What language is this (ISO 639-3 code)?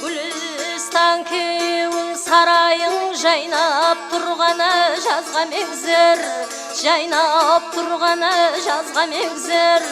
kaa